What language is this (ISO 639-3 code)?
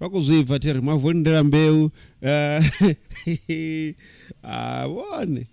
ven